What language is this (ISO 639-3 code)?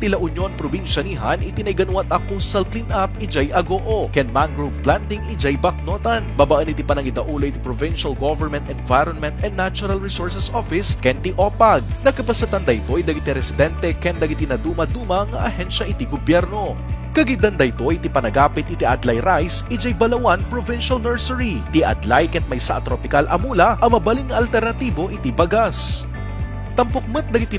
ilo